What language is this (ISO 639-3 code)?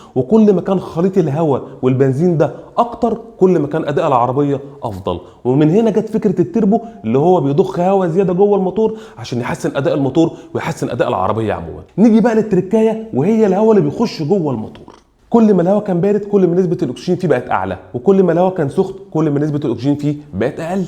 arz